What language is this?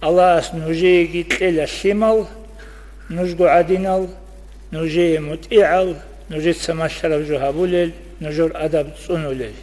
Avaric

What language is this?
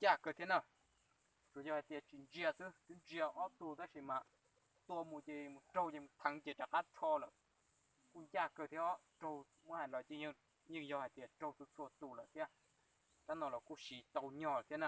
Hmong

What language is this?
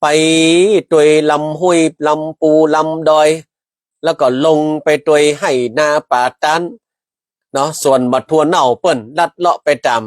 Northern Thai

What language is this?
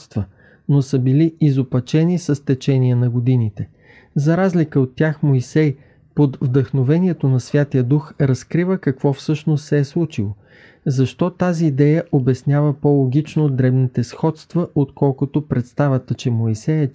Bulgarian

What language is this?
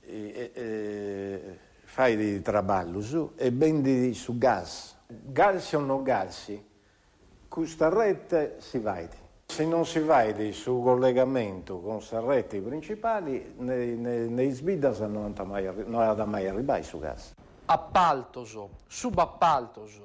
Sardinian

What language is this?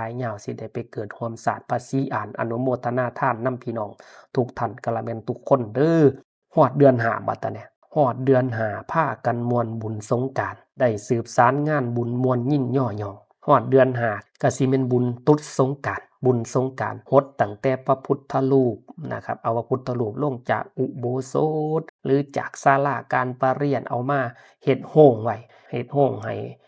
Northeastern Thai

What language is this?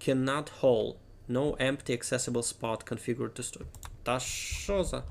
Rusyn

